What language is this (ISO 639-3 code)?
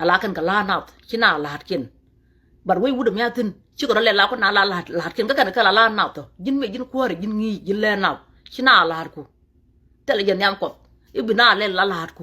nus